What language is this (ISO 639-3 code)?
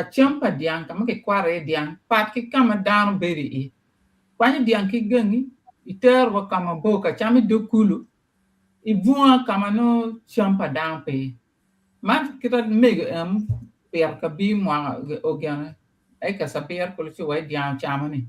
ach